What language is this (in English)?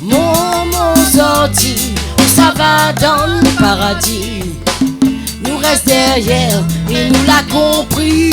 Réunion Creole French